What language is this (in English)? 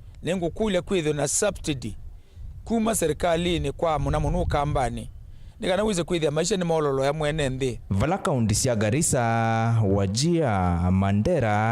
Kamba